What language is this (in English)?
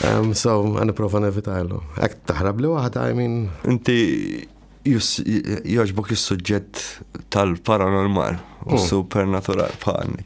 Maltese